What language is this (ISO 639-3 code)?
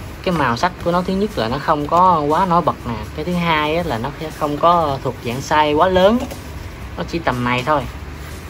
vie